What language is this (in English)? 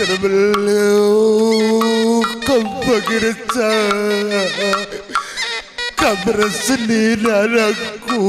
Batak Karo